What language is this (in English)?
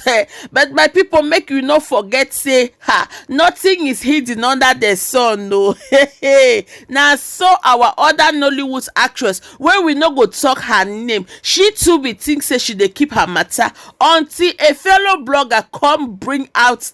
Nigerian Pidgin